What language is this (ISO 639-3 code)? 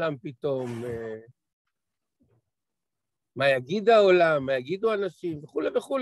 heb